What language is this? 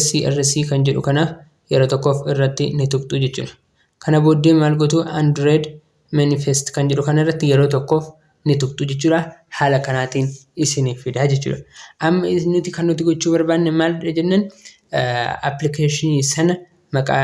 Oromo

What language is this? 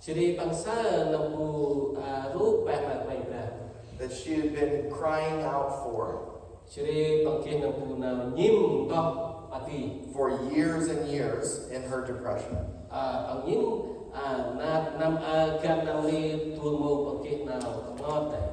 Central Mnong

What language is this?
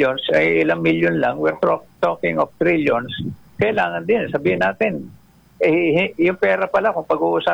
Filipino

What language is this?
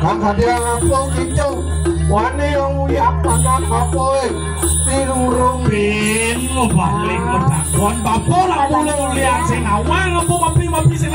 Balinese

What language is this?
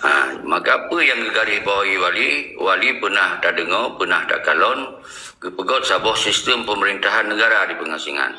Achinese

